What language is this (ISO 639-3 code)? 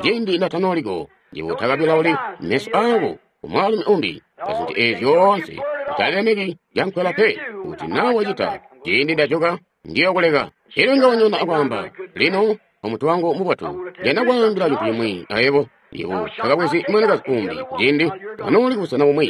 toi